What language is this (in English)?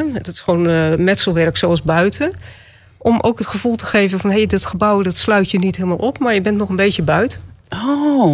Dutch